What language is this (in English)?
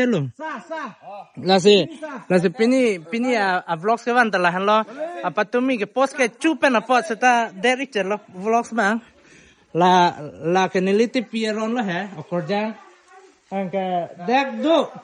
Karbi